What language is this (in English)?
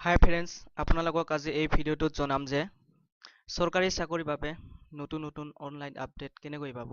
Assamese